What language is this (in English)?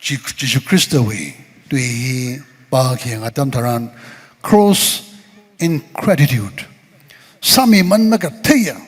Tangkhul Naga (India)